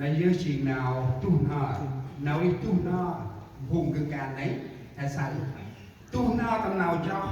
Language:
Central Mnong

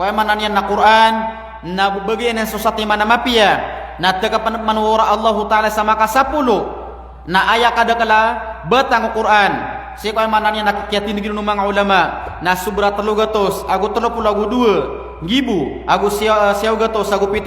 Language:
Maranao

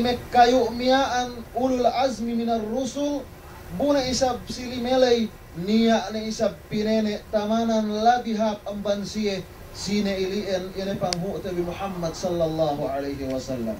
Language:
Yakan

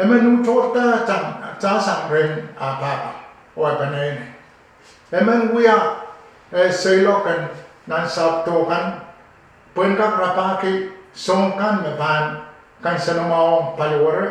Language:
Pohnpeian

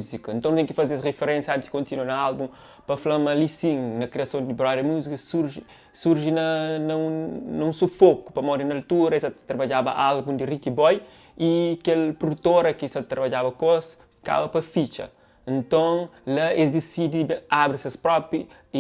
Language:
Kabuverdianu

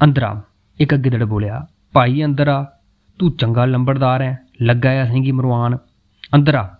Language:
Dogri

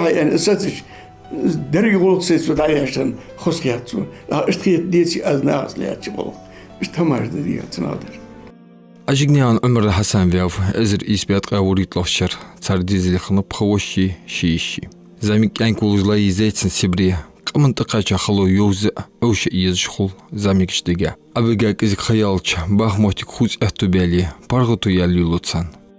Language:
Ingush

